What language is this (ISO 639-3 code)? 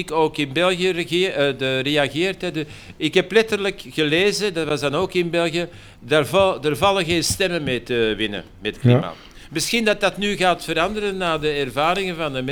nld